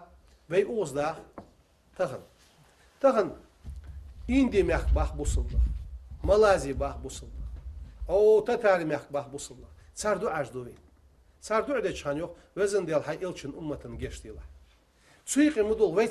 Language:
Ingush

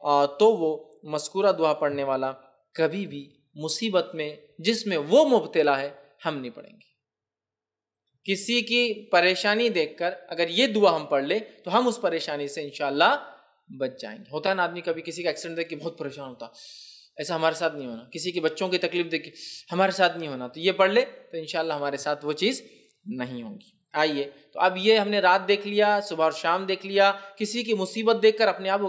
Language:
Urdu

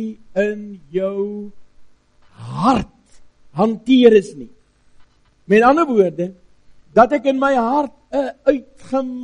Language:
Afrikaans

